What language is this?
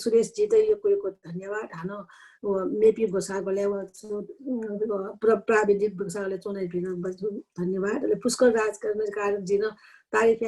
Newari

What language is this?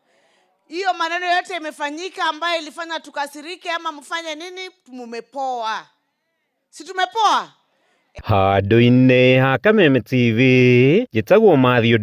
Kikuyu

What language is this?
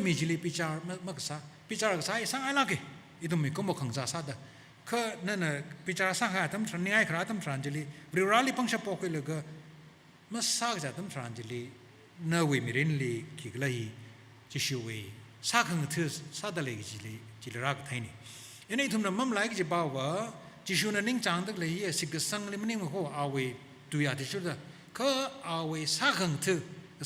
Tangkhul Naga (India)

